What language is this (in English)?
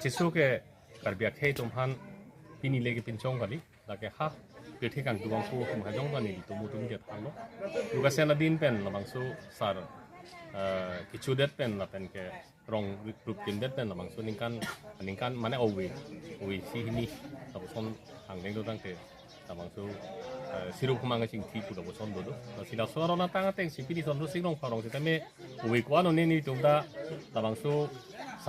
Karbi